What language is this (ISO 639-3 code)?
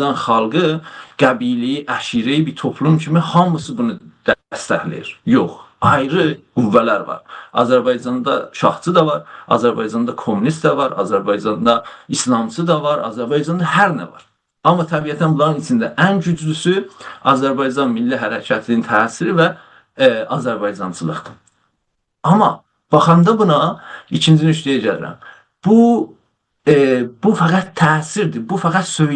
azb